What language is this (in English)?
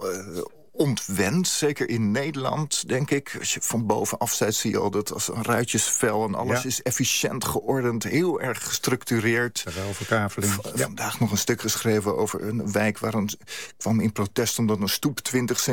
Dutch